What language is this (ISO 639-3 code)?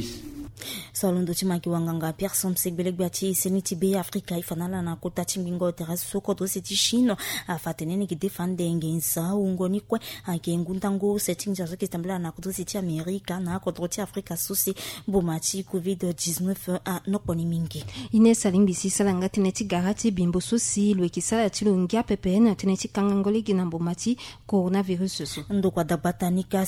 sag